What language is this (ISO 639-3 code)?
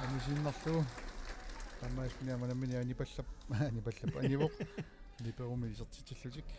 kal